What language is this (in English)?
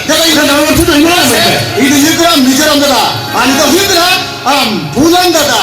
Santali